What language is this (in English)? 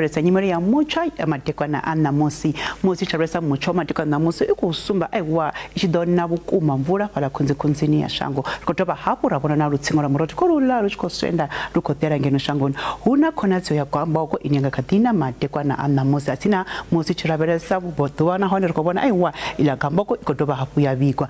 Venda